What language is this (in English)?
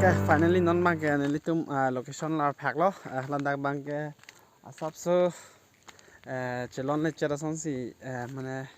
Karbi